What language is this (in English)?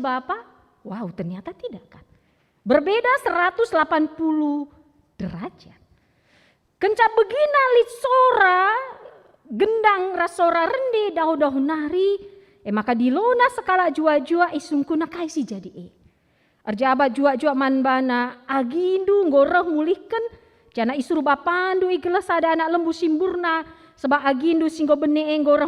Batak Karo